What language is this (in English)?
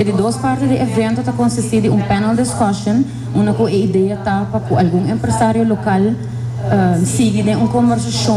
Papiamento